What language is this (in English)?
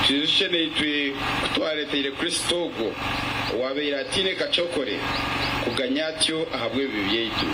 Nyankole